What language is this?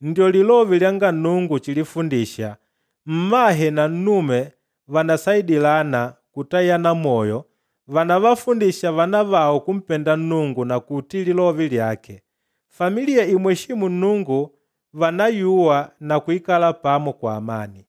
Makonde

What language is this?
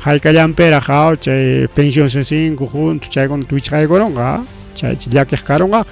Ayacucho Quechua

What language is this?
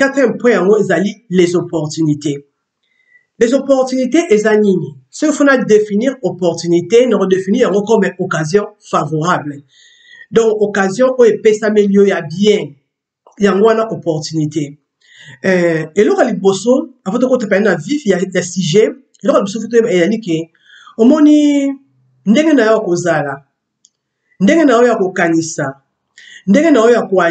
Lingala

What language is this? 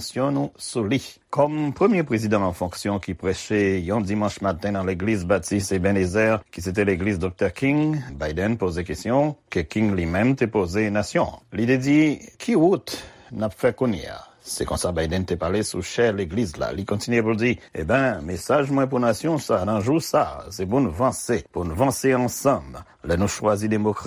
Haitian Creole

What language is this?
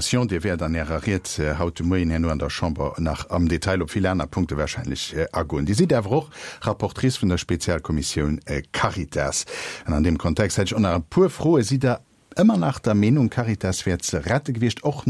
Luxembourgish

